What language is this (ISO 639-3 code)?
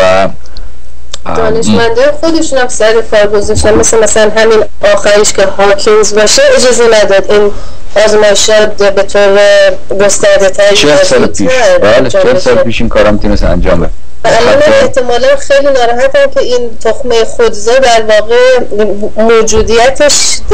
fas